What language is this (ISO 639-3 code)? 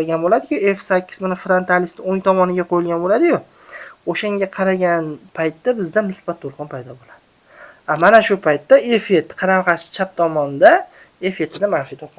uzb